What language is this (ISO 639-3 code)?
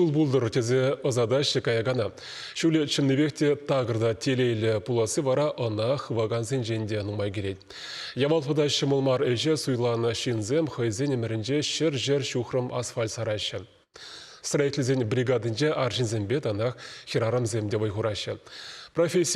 chv